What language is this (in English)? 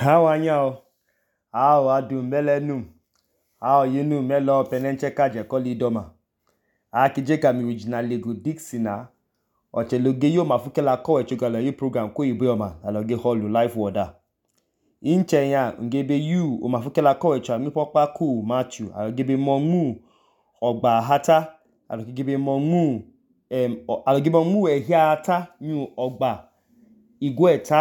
Idoma